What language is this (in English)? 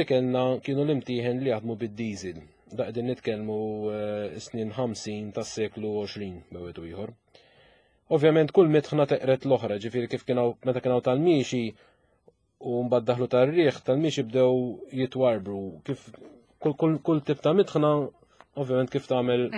Maltese